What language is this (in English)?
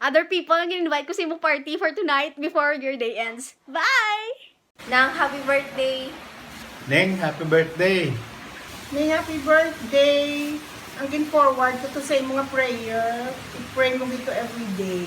Hiligaynon